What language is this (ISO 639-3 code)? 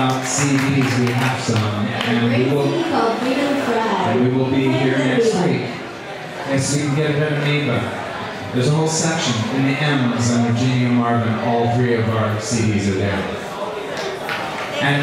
eng